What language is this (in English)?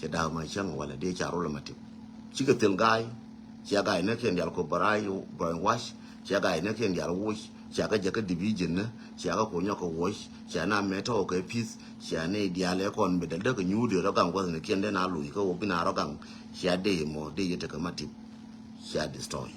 Nuer